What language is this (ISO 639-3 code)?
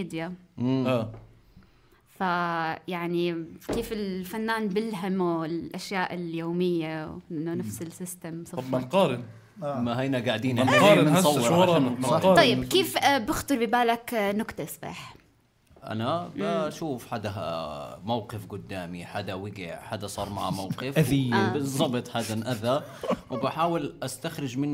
apc